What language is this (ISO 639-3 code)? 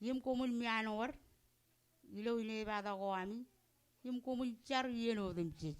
mah